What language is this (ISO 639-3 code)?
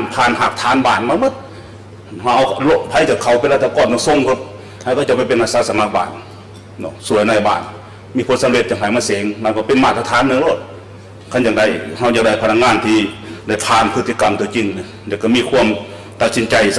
lao